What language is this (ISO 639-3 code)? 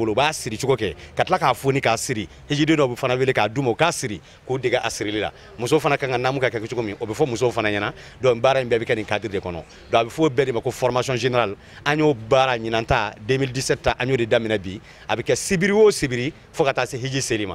bam